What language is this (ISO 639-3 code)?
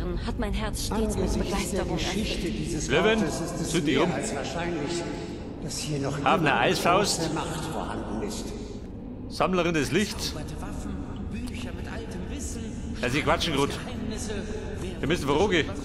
bar